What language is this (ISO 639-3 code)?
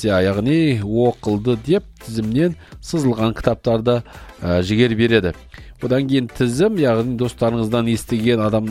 kaz